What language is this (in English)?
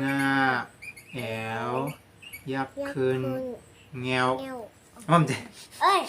Shan